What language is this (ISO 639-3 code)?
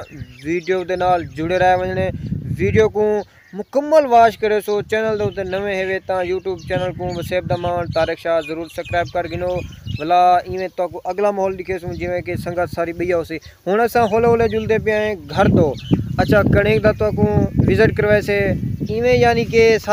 skr